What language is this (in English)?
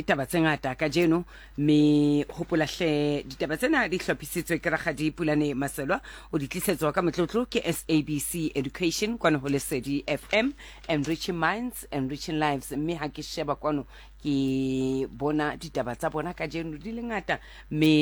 Southern Sotho